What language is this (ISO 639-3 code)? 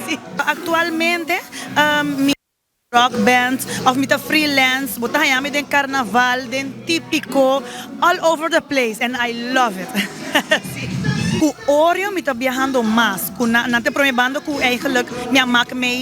pap